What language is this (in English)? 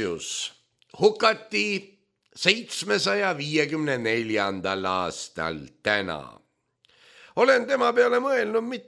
Estonian